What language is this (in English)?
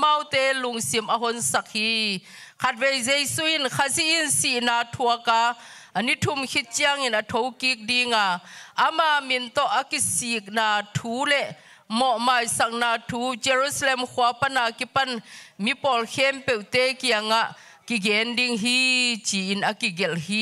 Tedim Chin